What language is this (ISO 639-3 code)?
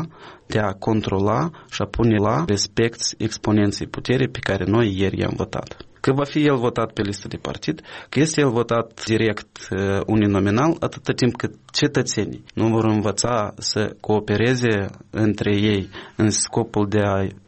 ron